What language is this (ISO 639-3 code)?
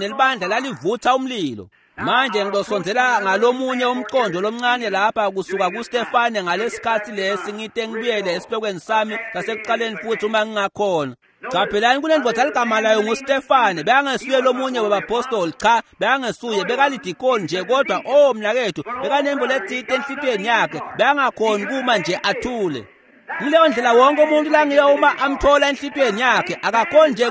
ssw